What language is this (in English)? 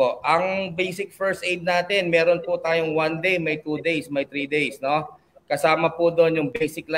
Filipino